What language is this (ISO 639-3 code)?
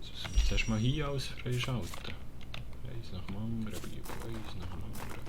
gsw